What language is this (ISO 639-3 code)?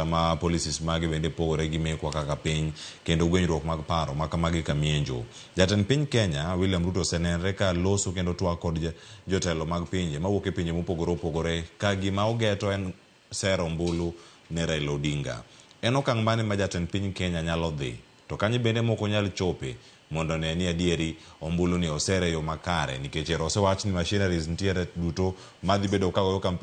luo